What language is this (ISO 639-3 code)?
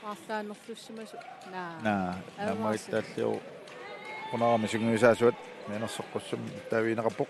kal